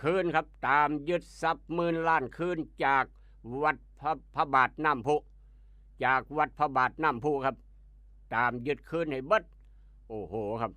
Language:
Northeastern Thai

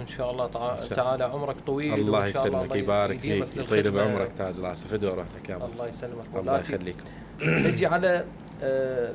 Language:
Mesopotamian Arabic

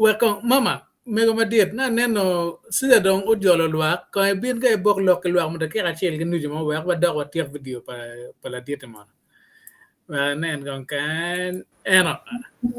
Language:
Acoli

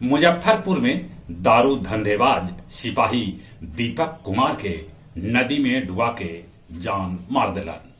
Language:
Magahi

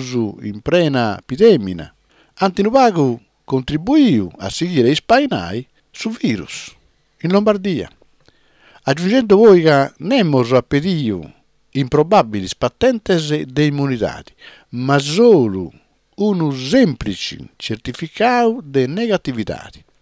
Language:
Sardinian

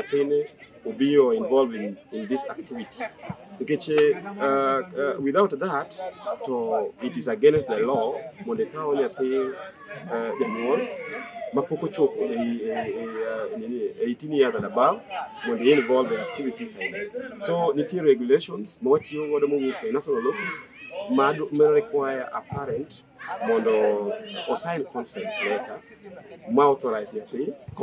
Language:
Luo (Kenya and Tanzania)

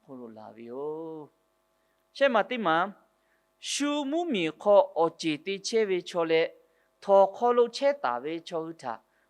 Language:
Lahu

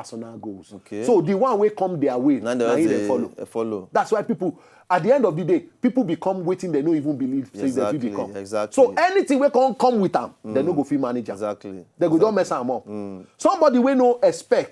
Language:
Nigerian Pidgin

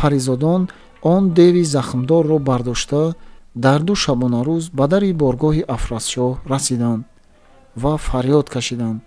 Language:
Tajik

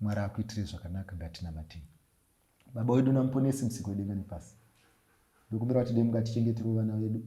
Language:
Shona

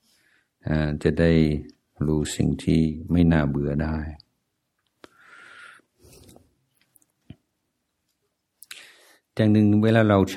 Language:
Thai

